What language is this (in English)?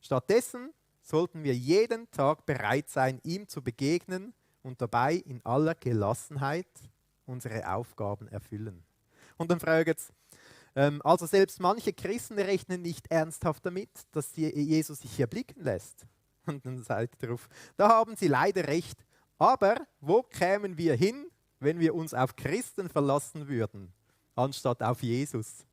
Swiss German